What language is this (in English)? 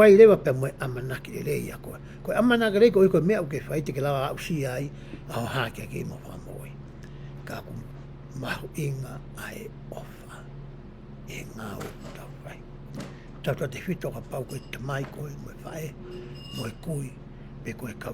Tongan